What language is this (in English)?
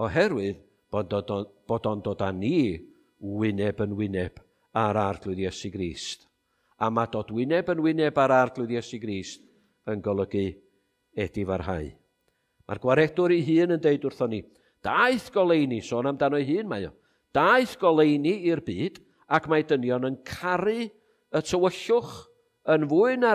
Welsh